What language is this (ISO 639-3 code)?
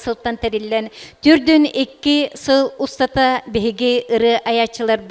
sah